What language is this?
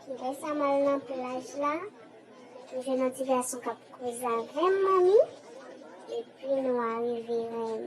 Haitian Creole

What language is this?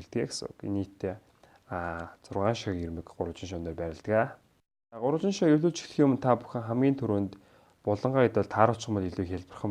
Mongolian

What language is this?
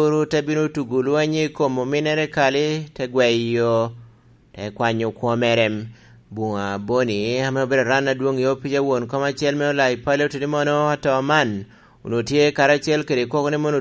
Lango (Uganda)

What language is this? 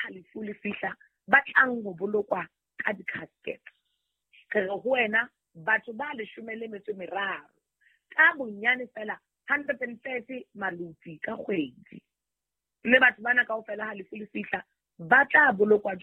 Southern Sotho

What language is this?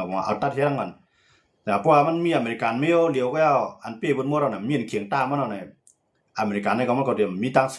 Shan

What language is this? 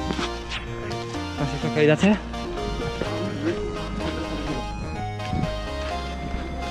Polish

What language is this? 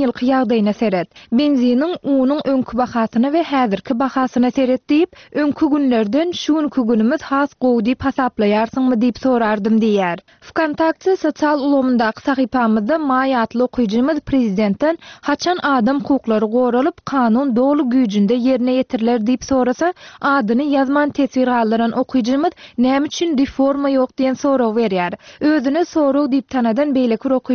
Turkmen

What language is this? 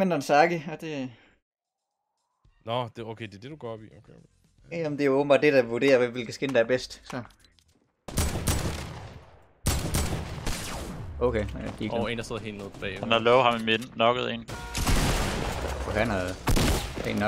Danish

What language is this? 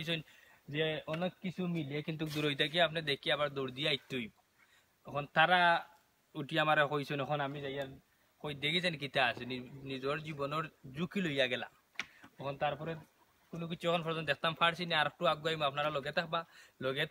Sylheti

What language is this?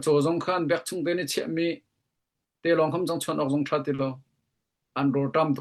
Hakha Chin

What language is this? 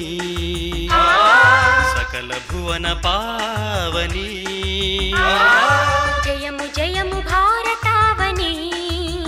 Telugu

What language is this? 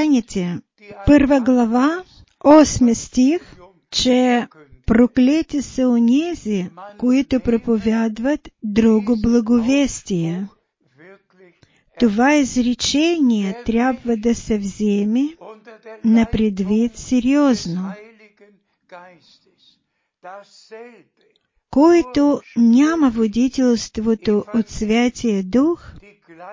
Bulgarian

